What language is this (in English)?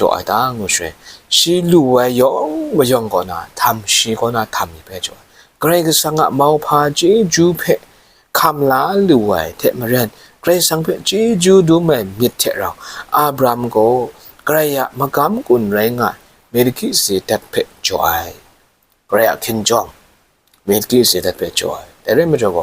Kachin